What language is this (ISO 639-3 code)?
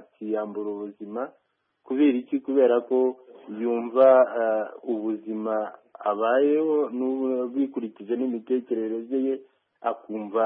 kin